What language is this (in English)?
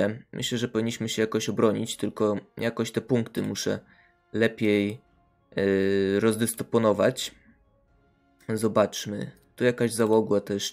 Polish